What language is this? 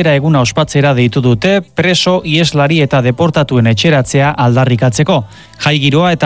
Basque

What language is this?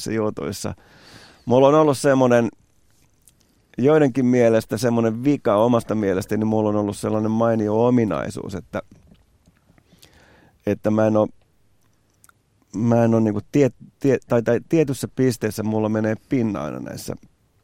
Finnish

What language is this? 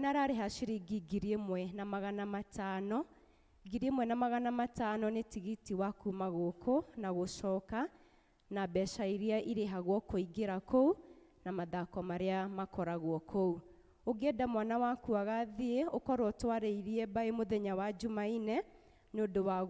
Kikuyu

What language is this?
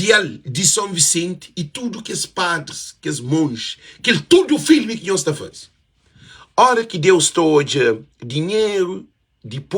Kabuverdianu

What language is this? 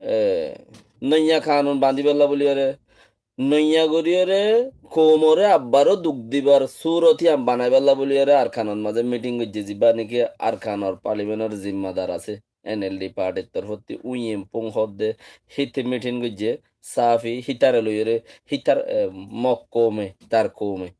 Rohingya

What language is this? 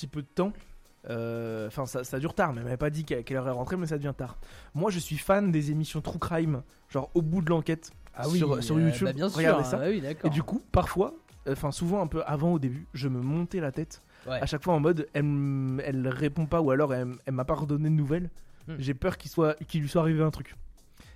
French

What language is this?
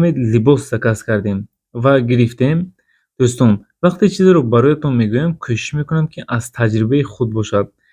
Tajik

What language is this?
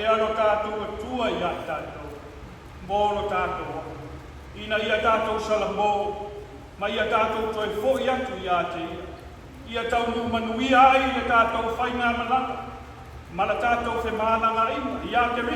Samoan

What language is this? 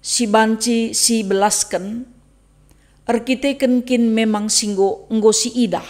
Batak Karo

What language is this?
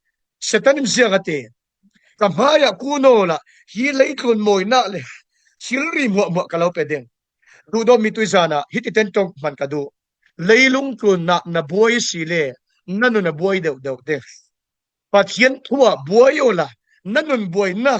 Falam Chin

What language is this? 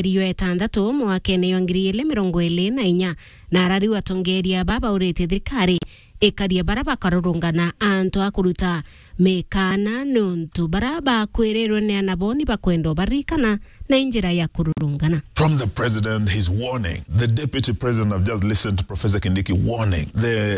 Meru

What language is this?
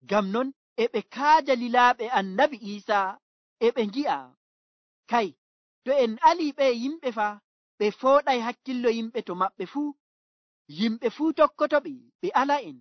Nigerian Fulfulde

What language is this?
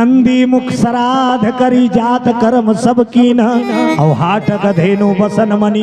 Chhattisgarhi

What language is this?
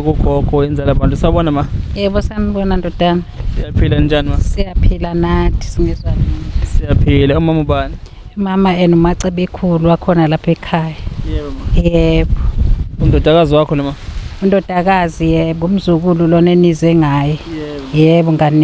Zulu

